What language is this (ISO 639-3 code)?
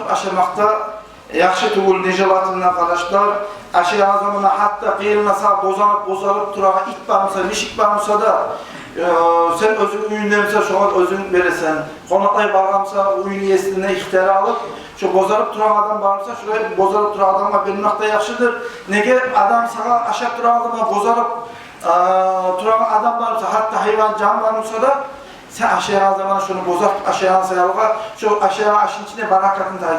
kum